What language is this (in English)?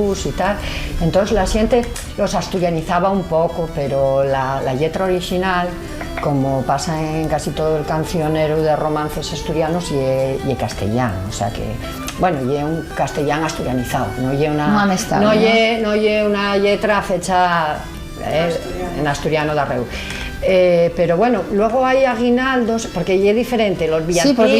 Asturian